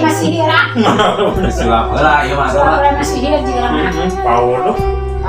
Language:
Sundanese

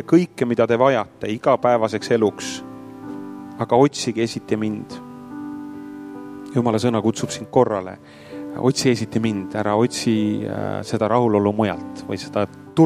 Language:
Estonian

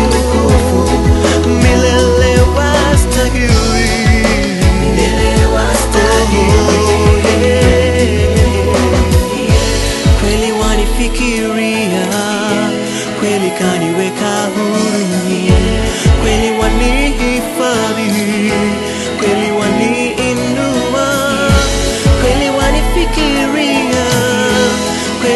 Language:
Swahili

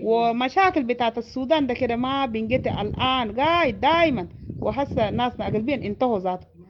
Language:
Sudanese Arabic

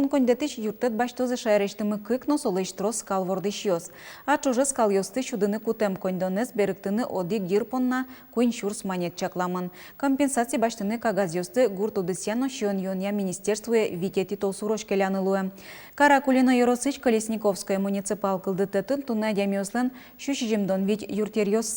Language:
Udmurt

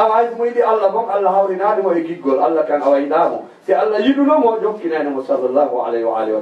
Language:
Fula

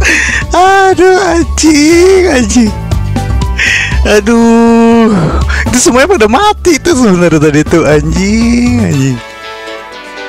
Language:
Indonesian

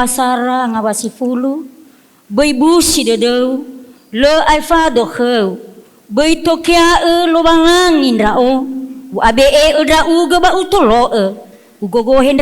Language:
Nias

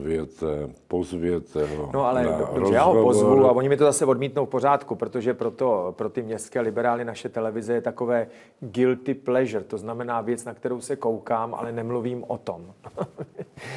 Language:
Czech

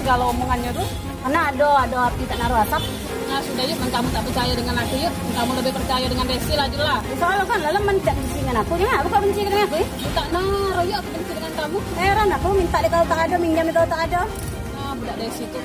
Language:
Musi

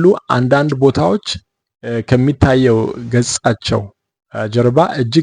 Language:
Amharic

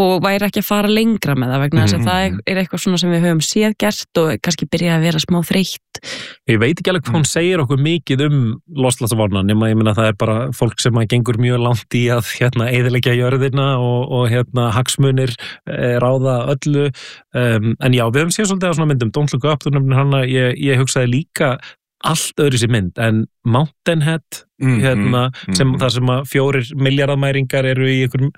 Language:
Icelandic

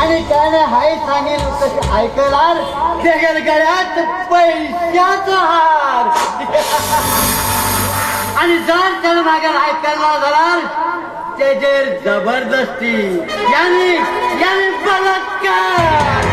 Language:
Konkani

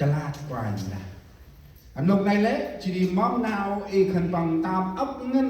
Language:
Central Mnong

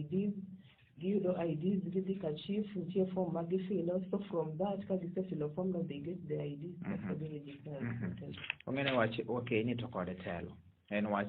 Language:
Luo (Kenya and Tanzania)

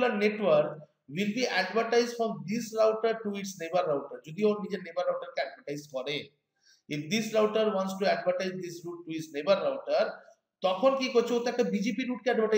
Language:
Bangla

